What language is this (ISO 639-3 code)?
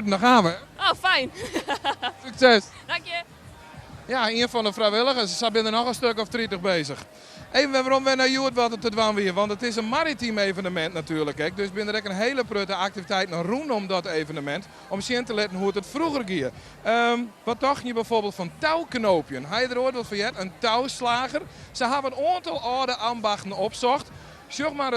fry